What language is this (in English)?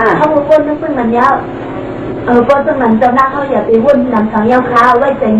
Shan